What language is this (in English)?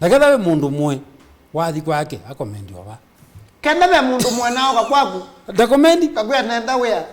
Kamba